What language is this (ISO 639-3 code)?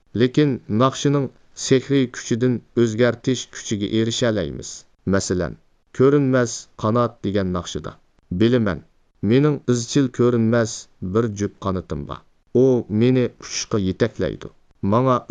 uig